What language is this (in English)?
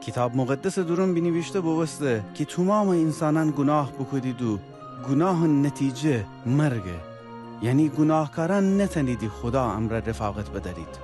Gilaki